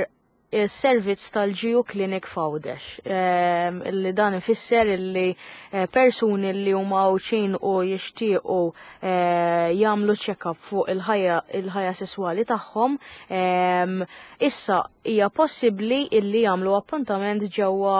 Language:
Maltese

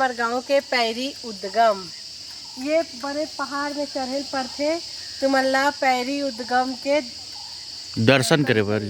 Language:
Chhattisgarhi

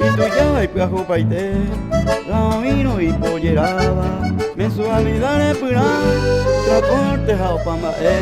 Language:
Guarani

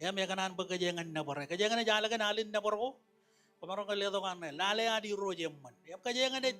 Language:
Marshallese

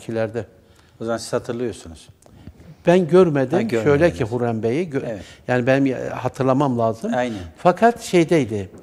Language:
Turkish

